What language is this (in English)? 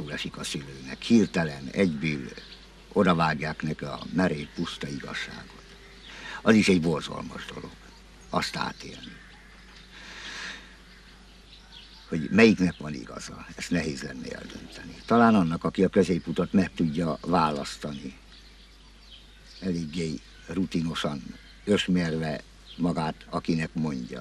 Hungarian